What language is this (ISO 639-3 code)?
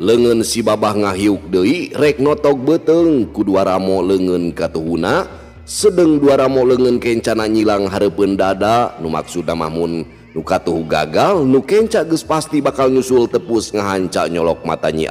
sun